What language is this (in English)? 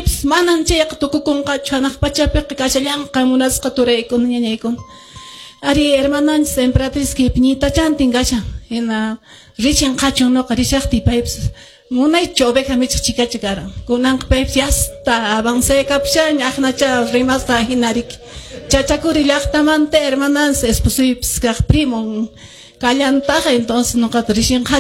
Quechua